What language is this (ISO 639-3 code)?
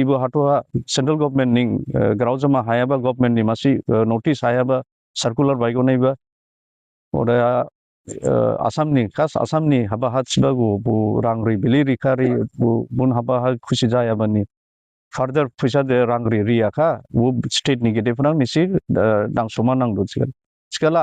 dis